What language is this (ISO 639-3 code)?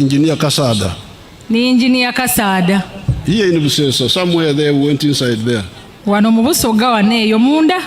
nyn